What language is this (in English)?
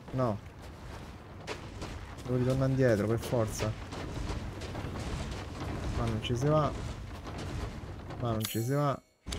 Italian